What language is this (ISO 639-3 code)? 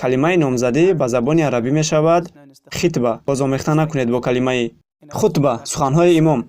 tgk